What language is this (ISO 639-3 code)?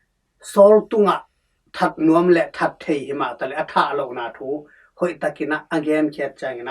ctd